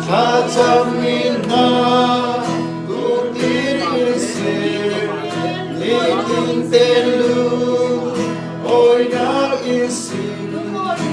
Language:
Falam Chin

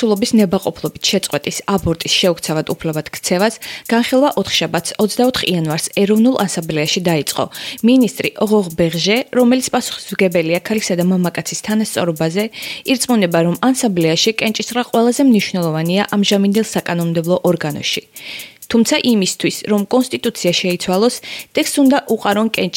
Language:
Georgian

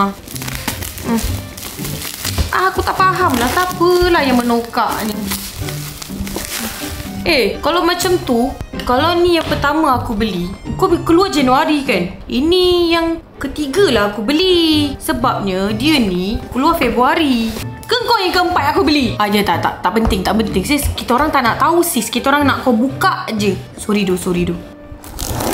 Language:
Malay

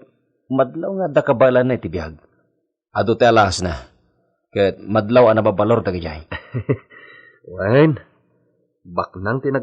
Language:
Iloko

